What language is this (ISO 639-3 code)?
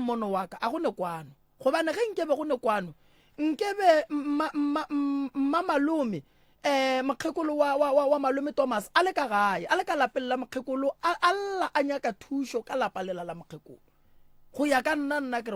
nso